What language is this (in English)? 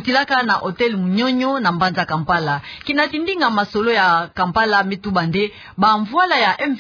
Kituba (Democratic Republic of Congo)